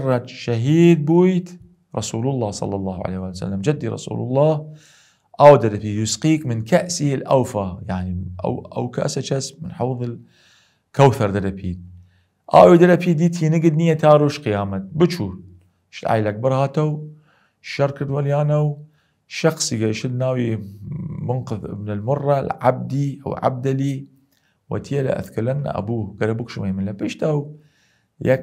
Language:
Southern Kurdish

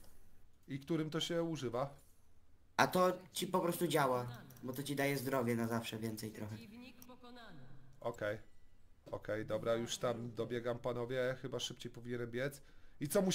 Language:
Polish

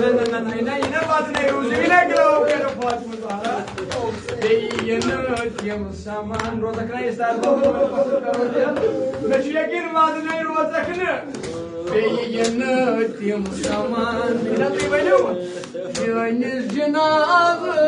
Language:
Kashmiri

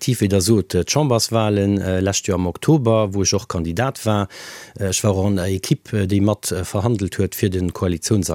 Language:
Luxembourgish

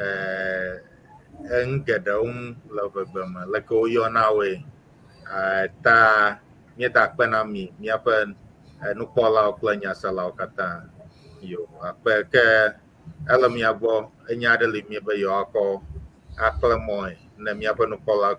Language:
Ewe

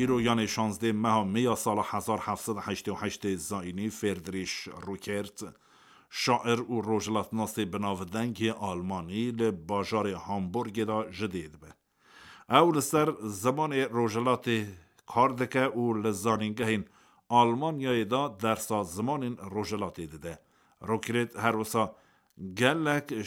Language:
Kurdish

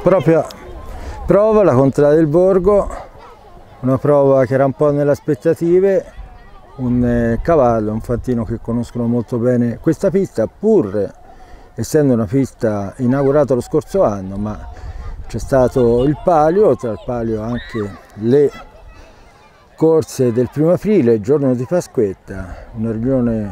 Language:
Italian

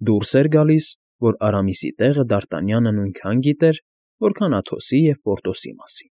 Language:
Armenian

